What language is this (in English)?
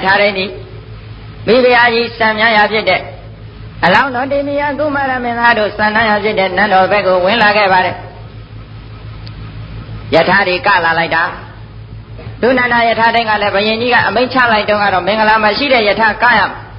Burmese